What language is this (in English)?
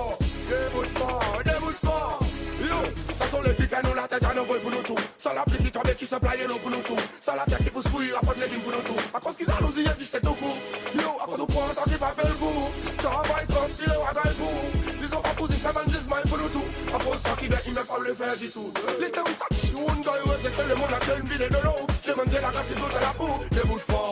Seselwa Creole French